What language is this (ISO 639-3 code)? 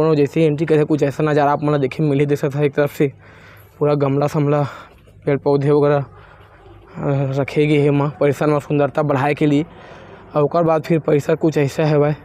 hne